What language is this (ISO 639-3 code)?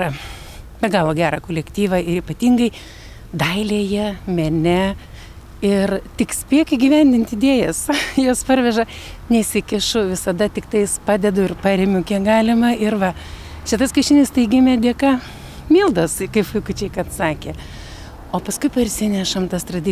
lit